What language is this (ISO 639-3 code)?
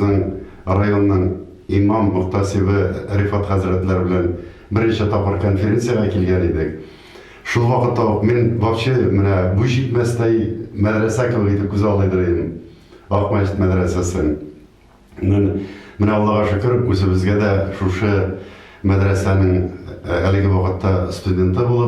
tat